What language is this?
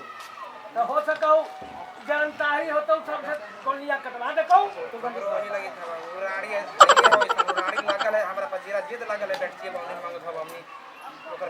Magahi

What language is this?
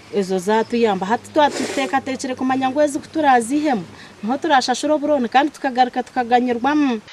Nyankole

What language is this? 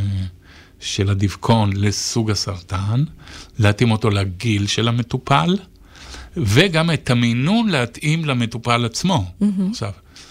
Hebrew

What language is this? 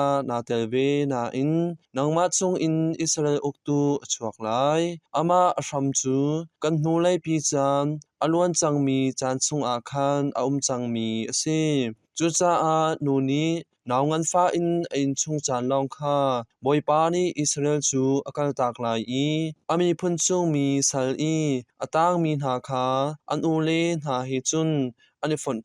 Hakha Chin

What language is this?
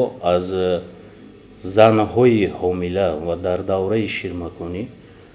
Tajik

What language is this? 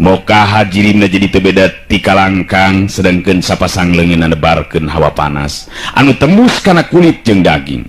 Sundanese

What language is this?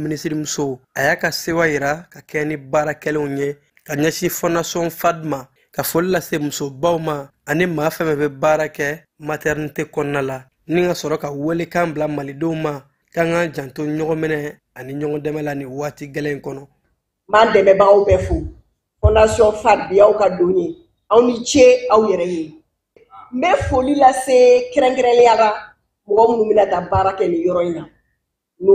Bambara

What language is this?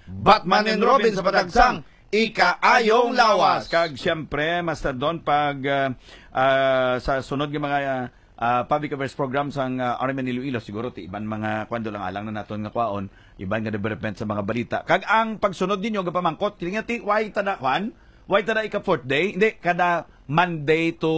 Hiligaynon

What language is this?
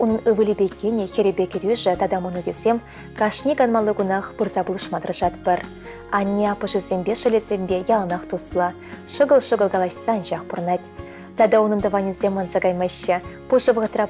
Chuvash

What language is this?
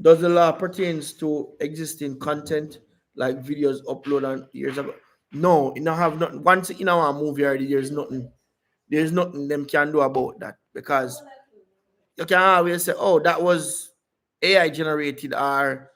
Jamaican Creole English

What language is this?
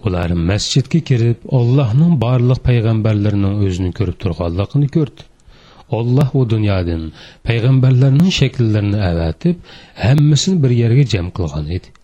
Uyghur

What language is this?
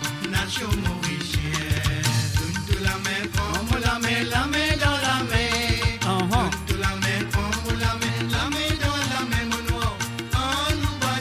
Morisyen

